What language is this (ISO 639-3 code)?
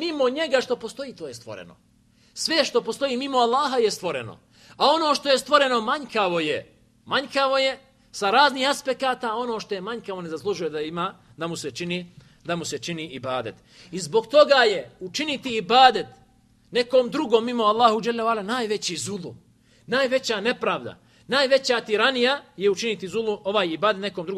bos